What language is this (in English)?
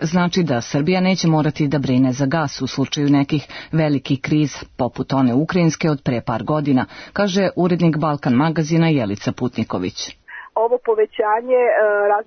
Serbian